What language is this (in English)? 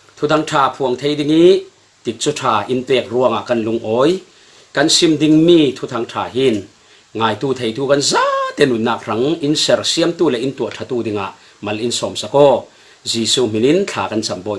Falam Chin